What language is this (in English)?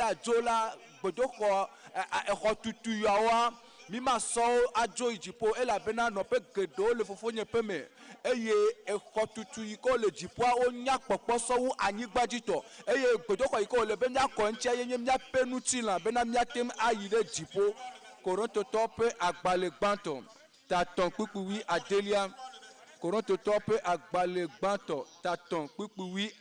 Ewe